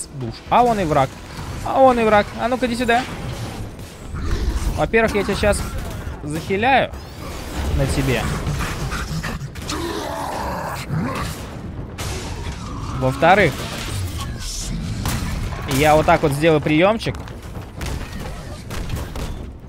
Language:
Russian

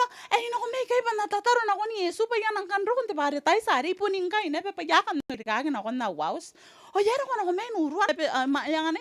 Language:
Gilbertese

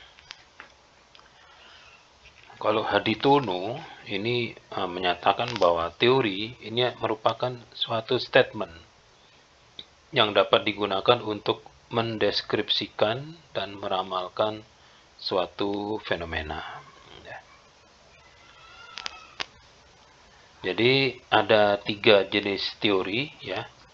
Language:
Indonesian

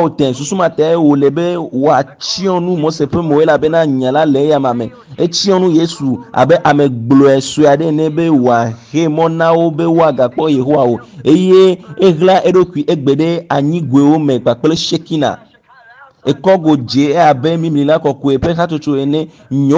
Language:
Ewe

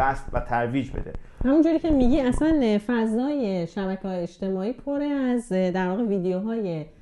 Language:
Persian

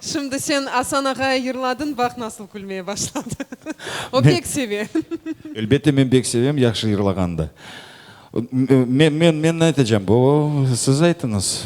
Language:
Crimean Tatar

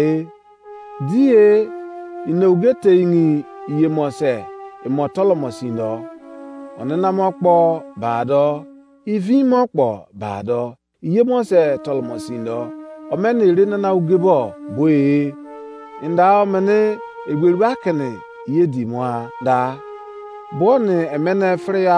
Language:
Izon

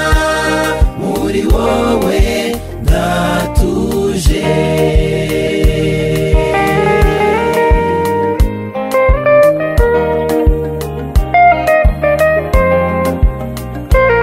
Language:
Kinyarwanda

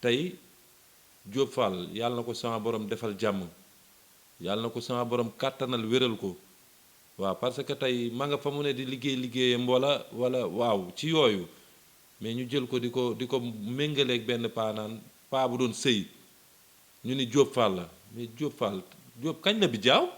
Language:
Wolof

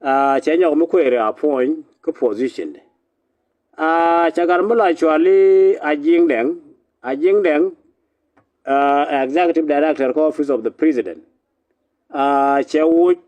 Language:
Nuer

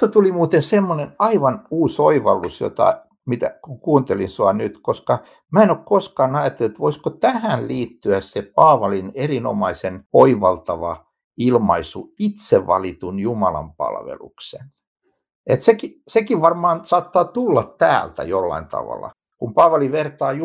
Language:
Finnish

